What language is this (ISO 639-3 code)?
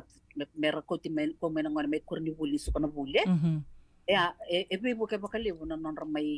fij